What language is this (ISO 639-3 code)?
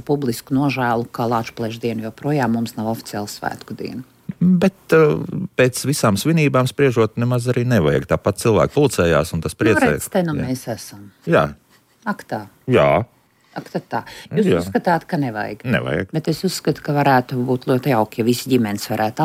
lav